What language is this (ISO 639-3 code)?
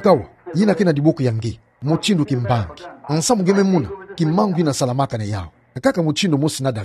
ktu